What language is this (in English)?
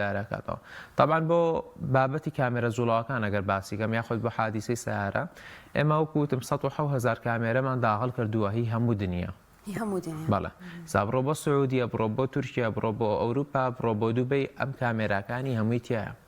Central Kurdish